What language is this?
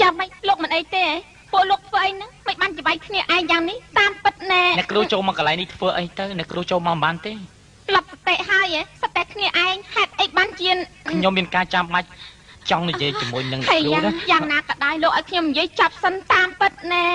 Khmer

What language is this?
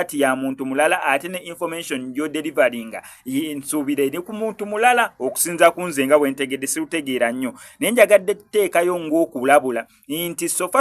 Ganda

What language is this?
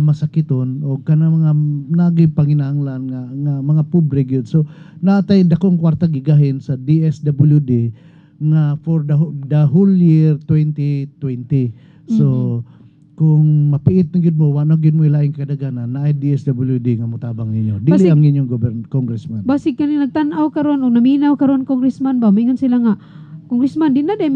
Cebuano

